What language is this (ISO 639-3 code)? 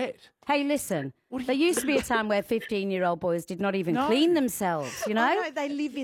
eng